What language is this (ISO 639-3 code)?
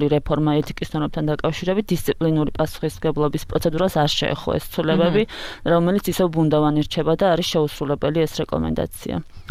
kat